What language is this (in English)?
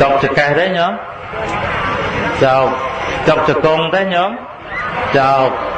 Khmer